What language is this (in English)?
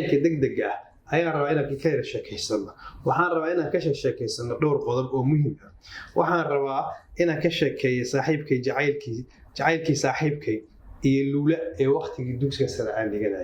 Somali